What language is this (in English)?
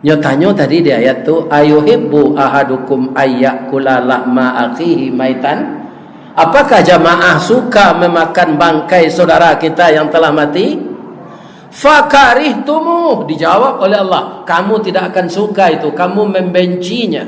Minangkabau